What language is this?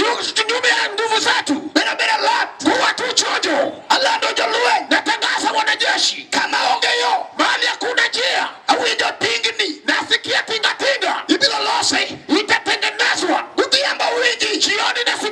Luo (Kenya and Tanzania)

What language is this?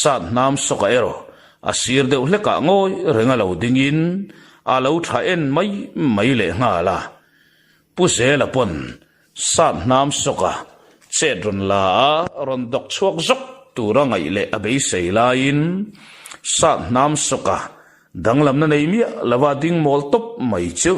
Mizo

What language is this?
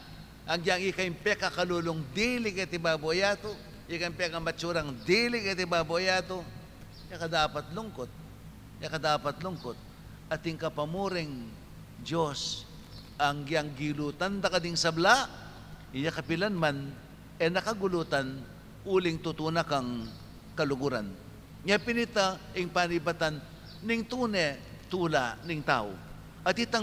Pampanga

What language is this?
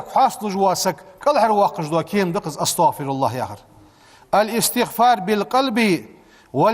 Ingush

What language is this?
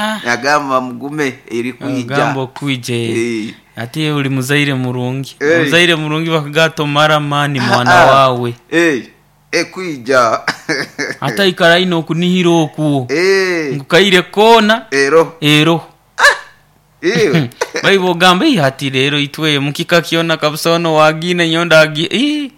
Nyoro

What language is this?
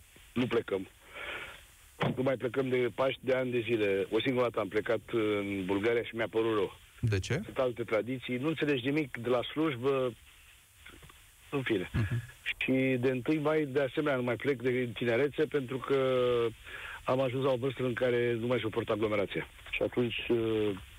Romanian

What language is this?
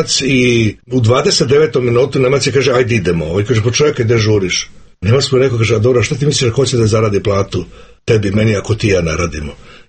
Serbian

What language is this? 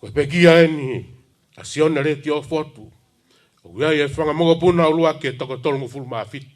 Tongan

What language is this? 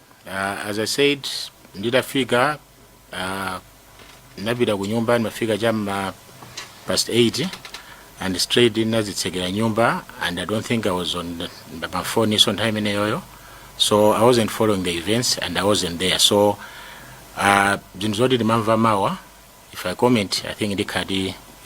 Nyanja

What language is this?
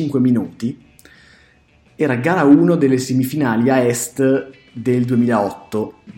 Italian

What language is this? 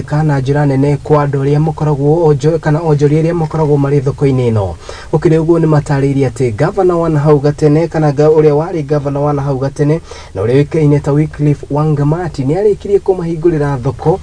Kikuyu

